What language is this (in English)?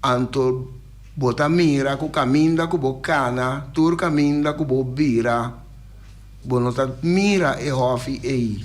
Papiamento